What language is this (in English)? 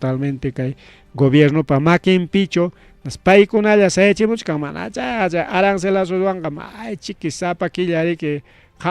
Ayacucho Quechua